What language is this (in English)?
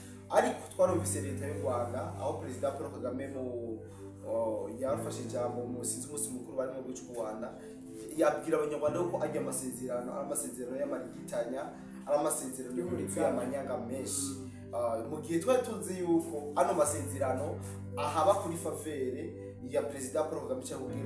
Rundi